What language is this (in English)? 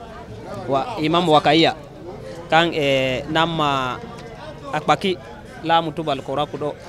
Fula